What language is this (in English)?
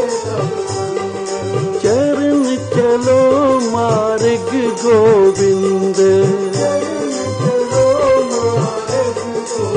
Punjabi